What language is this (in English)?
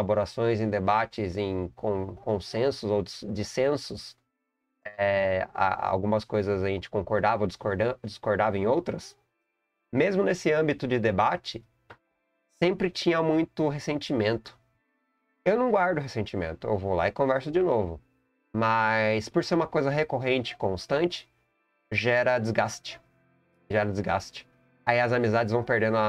Portuguese